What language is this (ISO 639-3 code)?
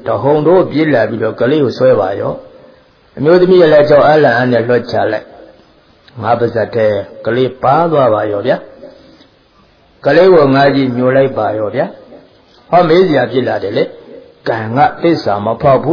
mya